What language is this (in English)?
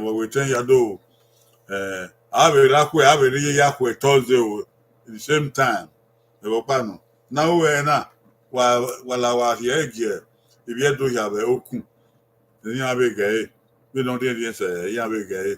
Bini